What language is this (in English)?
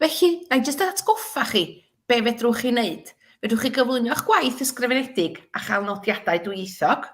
Welsh